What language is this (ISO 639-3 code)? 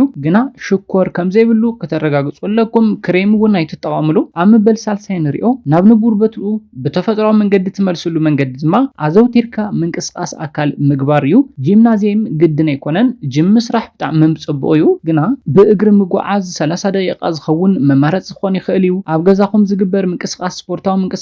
tir